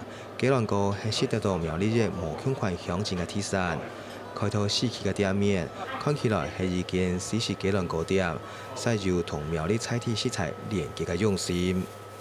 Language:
Hakka Chinese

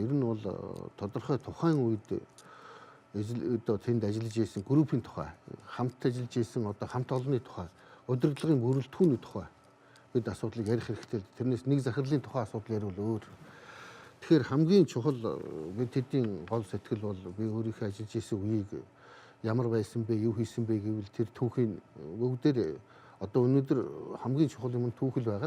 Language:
Mongolian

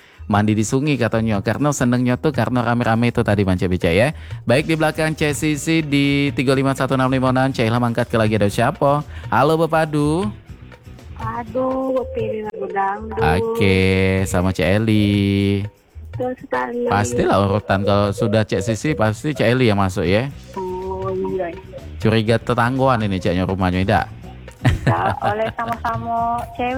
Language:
Indonesian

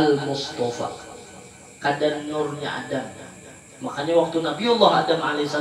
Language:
Banjar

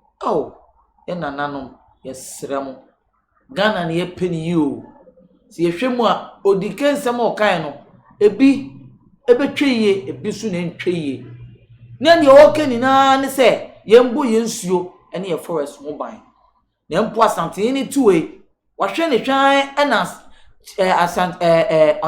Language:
Akan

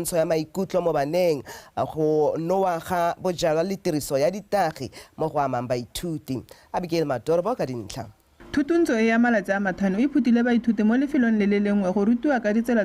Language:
Tswana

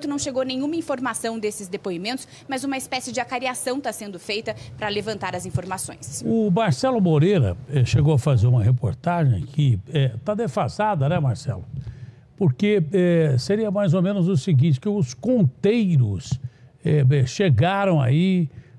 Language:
Portuguese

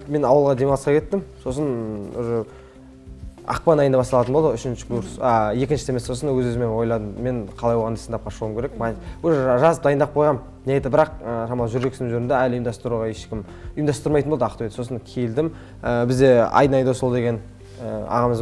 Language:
Kazakh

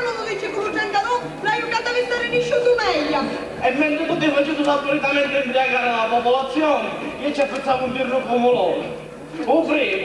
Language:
Sicilian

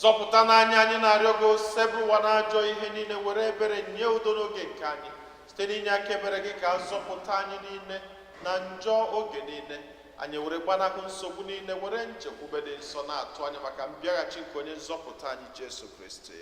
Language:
Igbo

